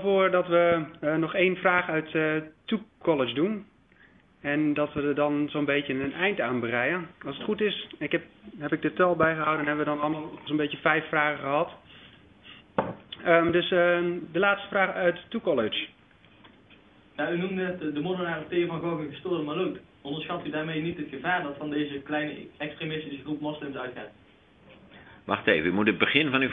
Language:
Dutch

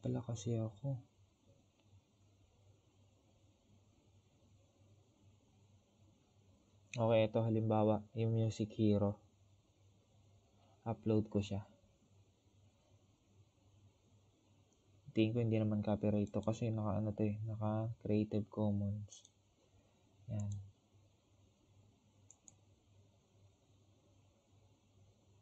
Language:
Filipino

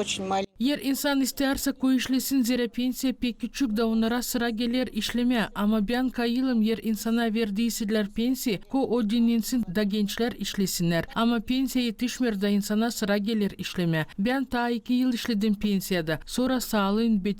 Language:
Gagauz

